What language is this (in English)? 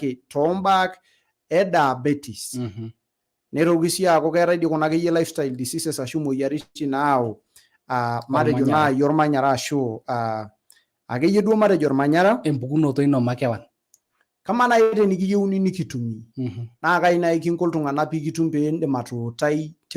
Masai